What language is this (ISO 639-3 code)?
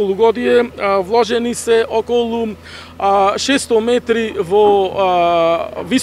mkd